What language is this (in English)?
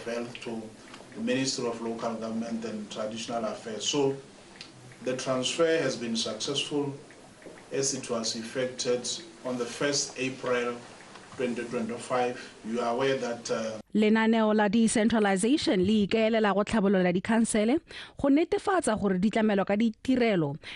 Tswana